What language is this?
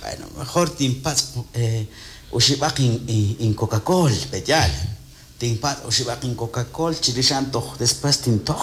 Kekchí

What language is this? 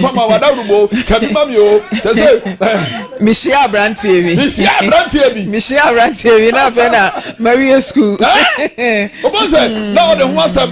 Akan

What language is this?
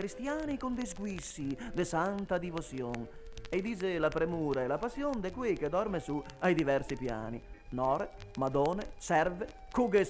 Venetian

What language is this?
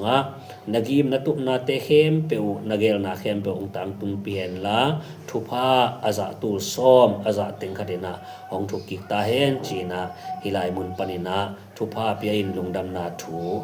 Tedim Chin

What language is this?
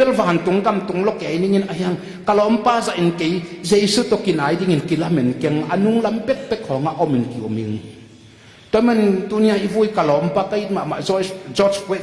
Tedim Chin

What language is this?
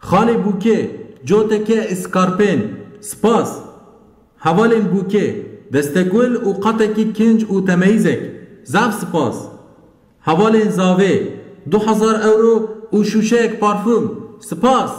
Kurdish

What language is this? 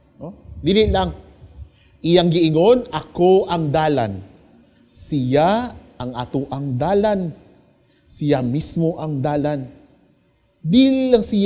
Cebuano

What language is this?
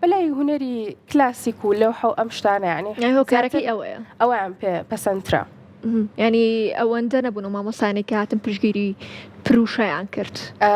Central Kurdish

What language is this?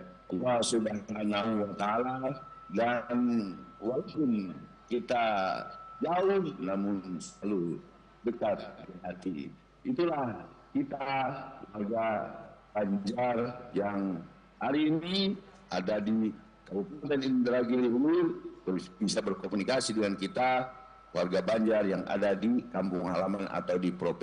Banjar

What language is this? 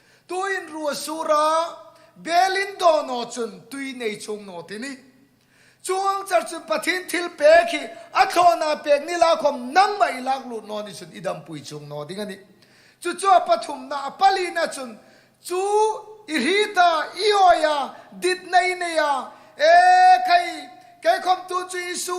Hmar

